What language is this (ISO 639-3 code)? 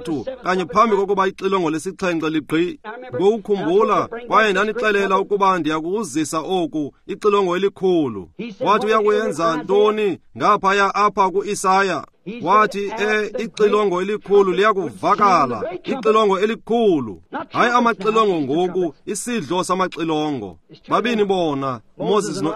xho